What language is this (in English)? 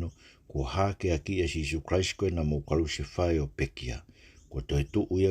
Tongan